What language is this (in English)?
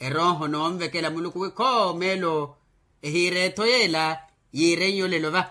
Makhuwa